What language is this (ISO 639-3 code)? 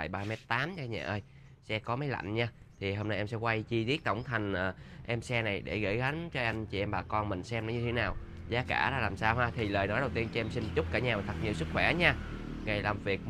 vie